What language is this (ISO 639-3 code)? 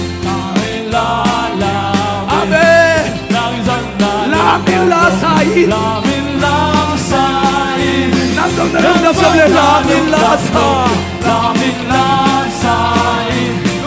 ctd